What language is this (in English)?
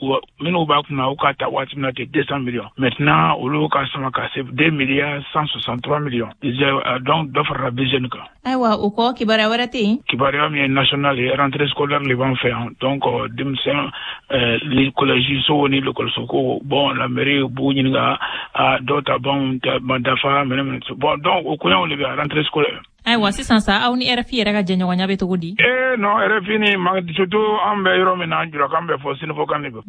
Bambara